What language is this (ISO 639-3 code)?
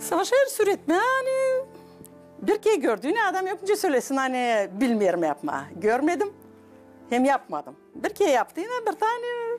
gag